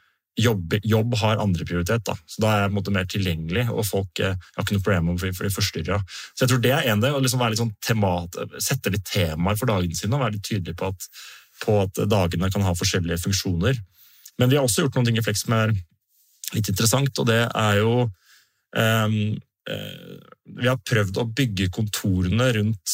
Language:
Norwegian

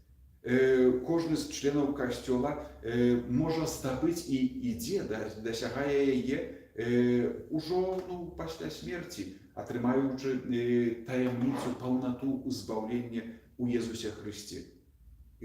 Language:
Belarusian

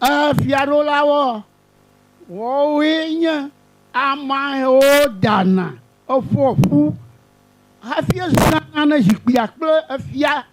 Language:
Ewe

